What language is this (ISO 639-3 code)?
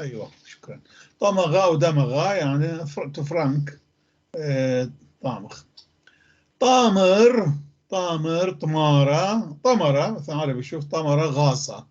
apc